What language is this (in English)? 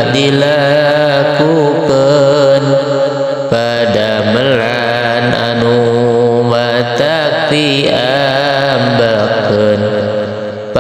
Sundanese